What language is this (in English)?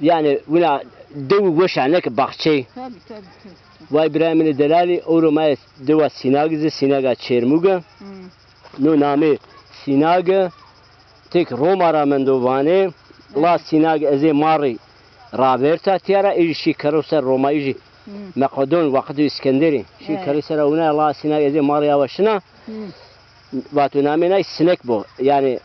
Zaza